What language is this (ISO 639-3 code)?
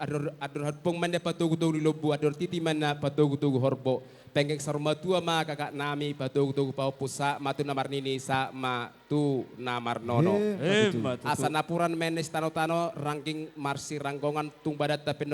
bbc